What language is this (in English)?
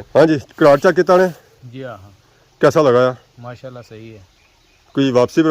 Pahari-Potwari